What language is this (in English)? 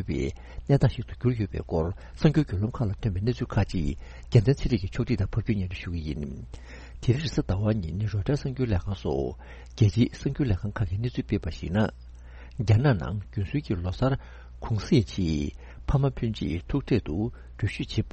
Tibetan